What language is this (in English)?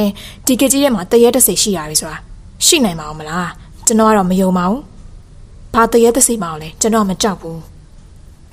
Burmese